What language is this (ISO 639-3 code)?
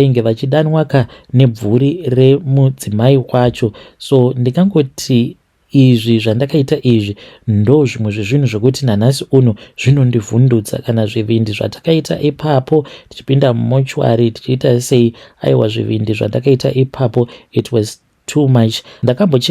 sna